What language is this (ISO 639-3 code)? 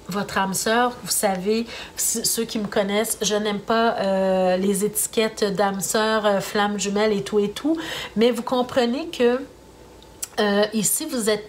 fra